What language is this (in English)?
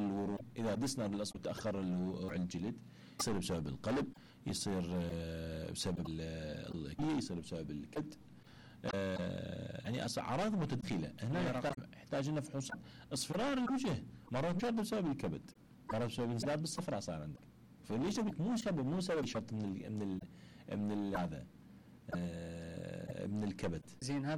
Mesopotamian Arabic